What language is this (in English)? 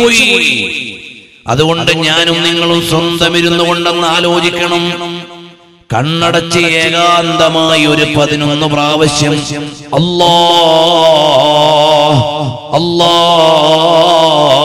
Malayalam